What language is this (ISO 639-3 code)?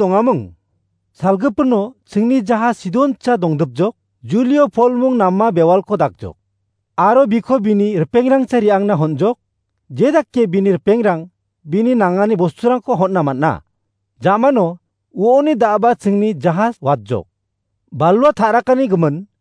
grt